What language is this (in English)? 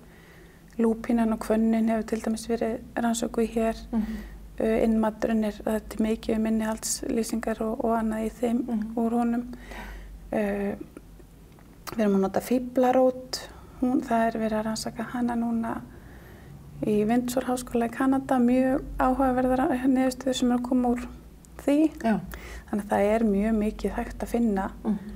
Icelandic